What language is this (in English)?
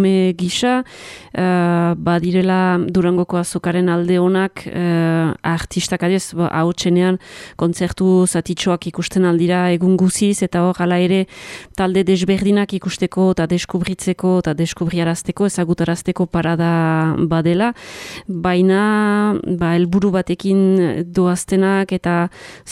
Basque